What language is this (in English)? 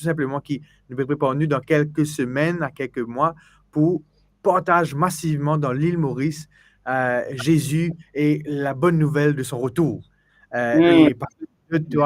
Morisyen